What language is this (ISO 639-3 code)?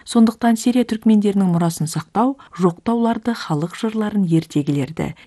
kaz